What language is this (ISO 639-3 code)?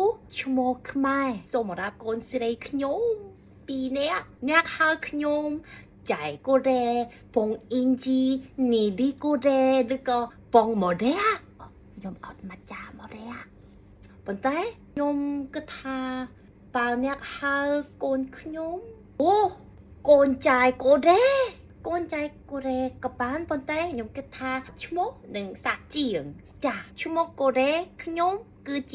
khm